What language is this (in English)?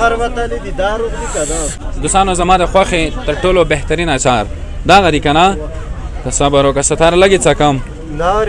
Pashto